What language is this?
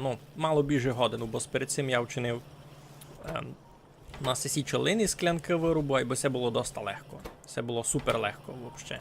Rusyn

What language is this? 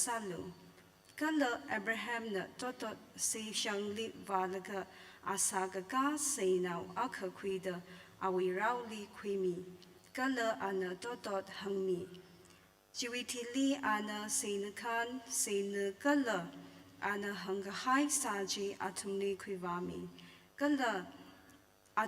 Tangkhul Naga (India)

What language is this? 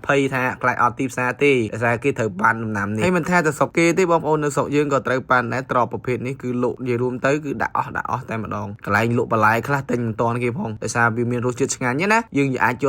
Khmer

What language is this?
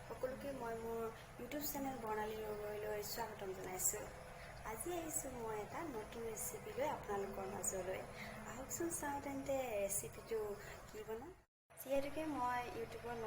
Assamese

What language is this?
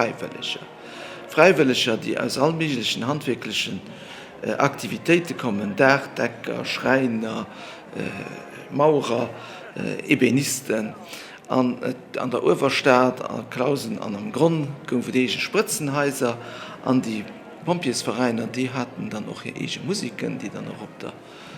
Luxembourgish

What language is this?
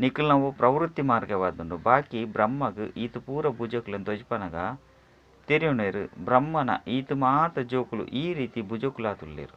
Tulu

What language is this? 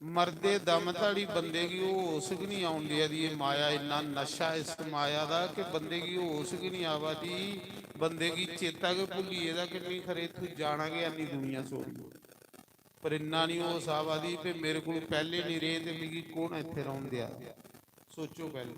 Dogri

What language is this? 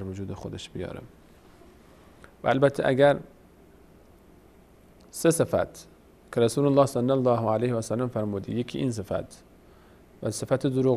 Persian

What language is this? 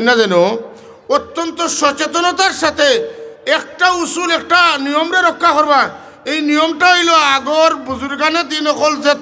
Sylheti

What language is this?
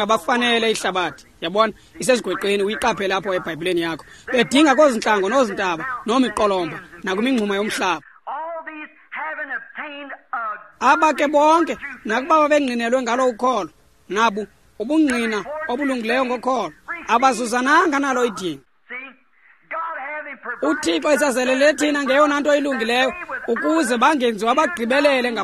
Xhosa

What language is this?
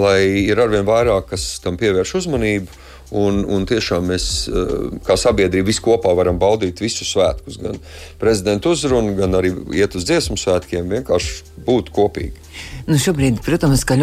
Latvian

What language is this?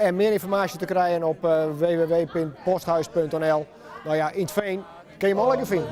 Western Frisian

